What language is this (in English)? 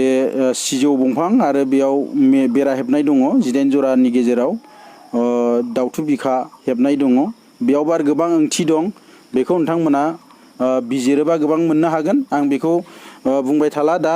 Bodo